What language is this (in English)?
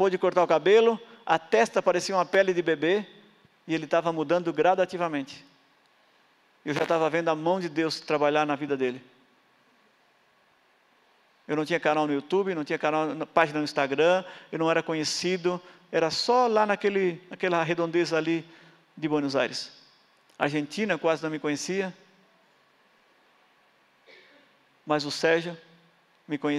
Portuguese